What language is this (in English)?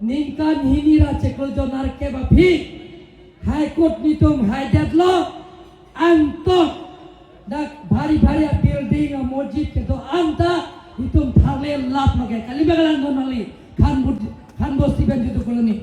Karbi